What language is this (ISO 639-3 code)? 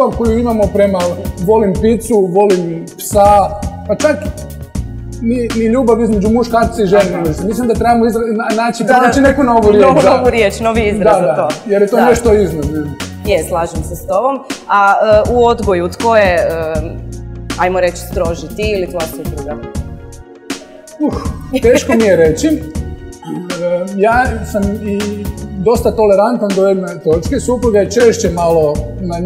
hrv